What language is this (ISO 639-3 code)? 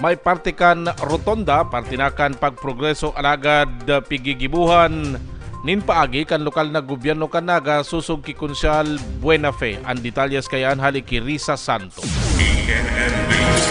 bik